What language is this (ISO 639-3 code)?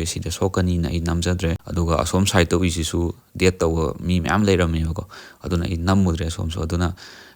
mni